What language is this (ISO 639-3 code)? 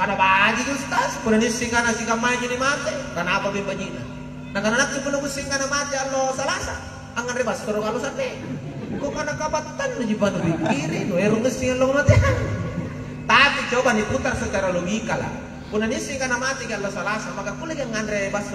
mak